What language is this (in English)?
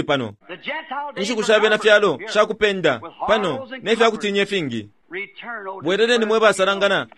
Bemba